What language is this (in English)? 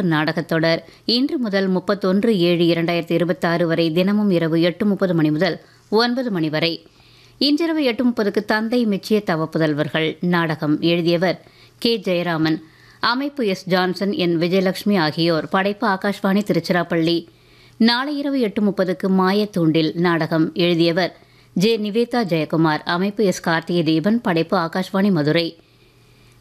Tamil